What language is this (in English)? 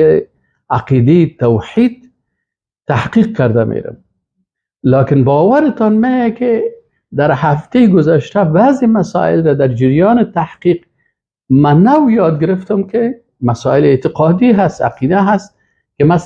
Persian